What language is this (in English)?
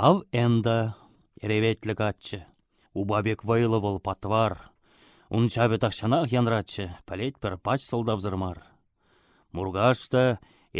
Chuvash